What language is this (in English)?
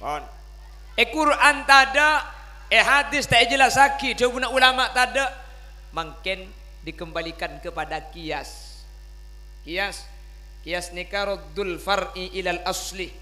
Madurese